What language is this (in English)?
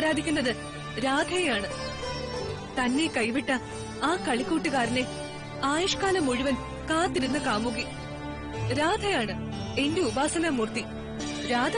Malayalam